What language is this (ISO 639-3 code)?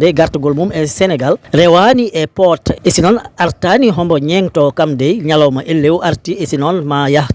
ful